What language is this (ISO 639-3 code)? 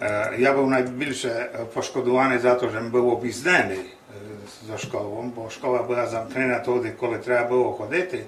rue